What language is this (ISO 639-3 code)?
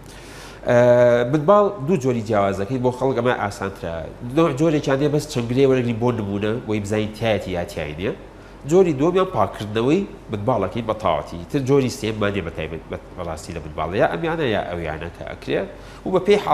ckb